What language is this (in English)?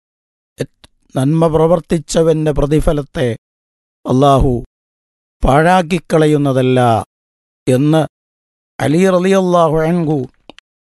Malayalam